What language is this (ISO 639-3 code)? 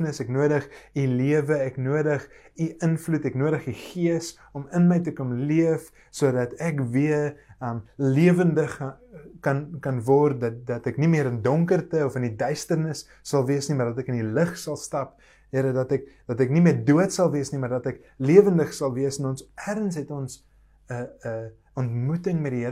afr